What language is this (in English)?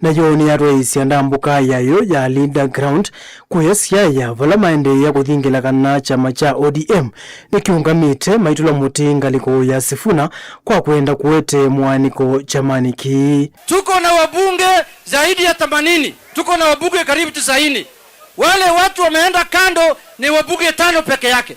Kamba